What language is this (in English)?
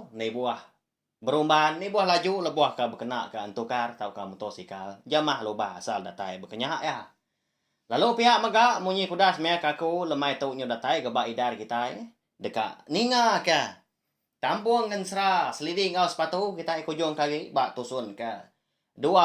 Iban